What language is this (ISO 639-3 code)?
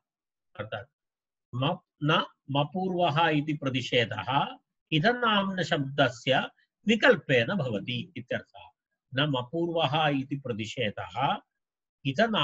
san